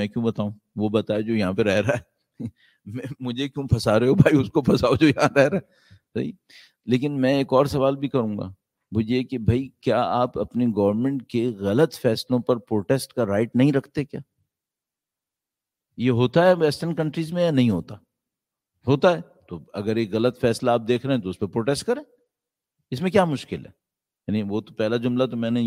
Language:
Urdu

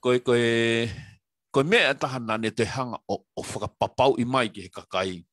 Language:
Tongan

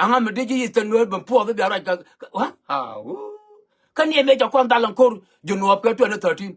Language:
Nuer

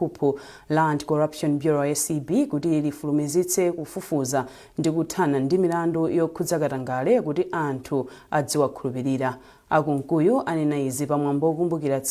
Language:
Nyanja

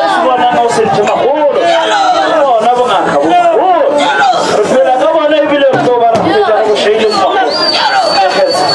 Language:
Northern Sotho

